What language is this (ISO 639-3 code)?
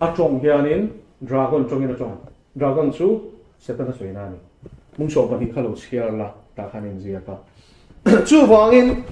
lus